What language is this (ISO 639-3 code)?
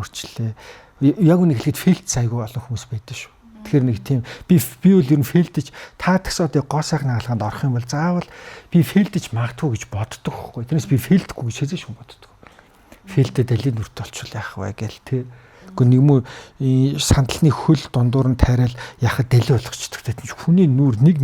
mon